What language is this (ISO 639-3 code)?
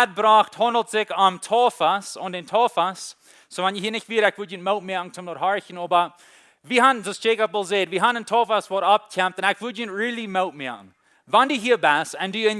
pdt